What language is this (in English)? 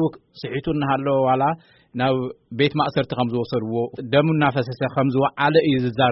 Tigrinya